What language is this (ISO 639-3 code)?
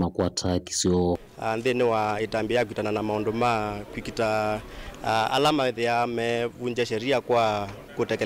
kam